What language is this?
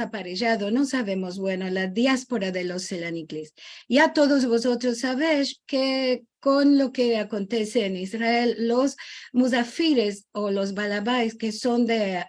Ladino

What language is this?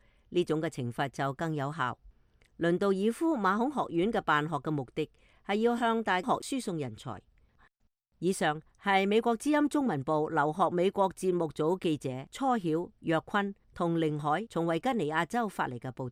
Cantonese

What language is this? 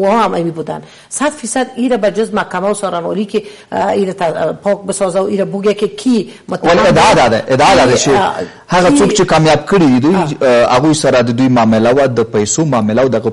Persian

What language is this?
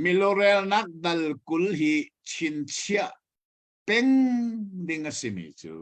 Hakha Chin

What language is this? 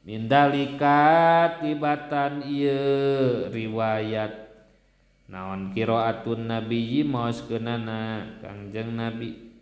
Sundanese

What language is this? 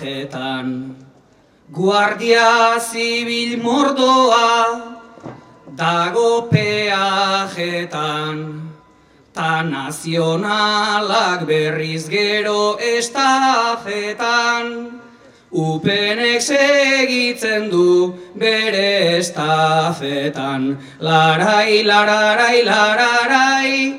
Basque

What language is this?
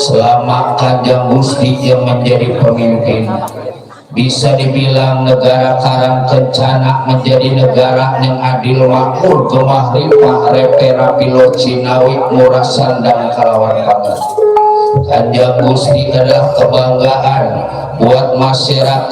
Betawi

